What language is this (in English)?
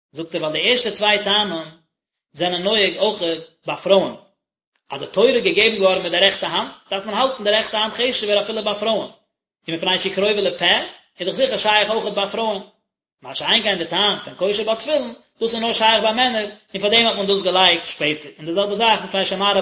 Yiddish